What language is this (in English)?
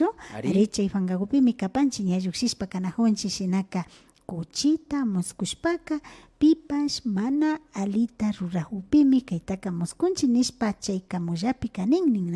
Imbabura Highland Quichua